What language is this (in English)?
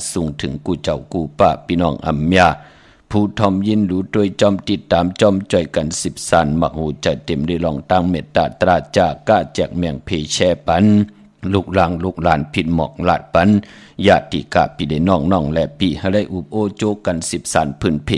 Shan